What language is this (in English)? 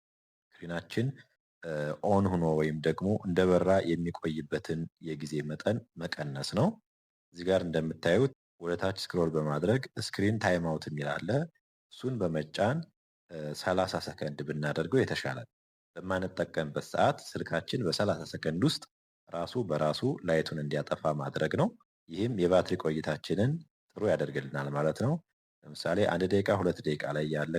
Amharic